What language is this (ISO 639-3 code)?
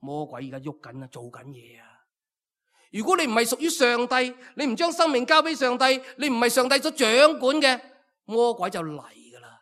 yue